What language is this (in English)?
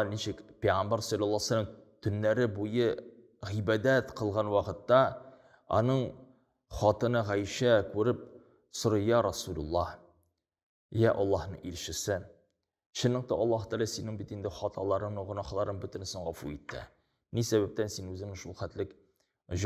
Tatar